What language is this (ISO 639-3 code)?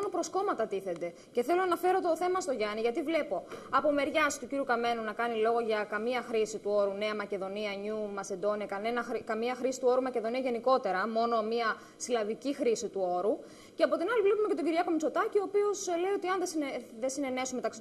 ell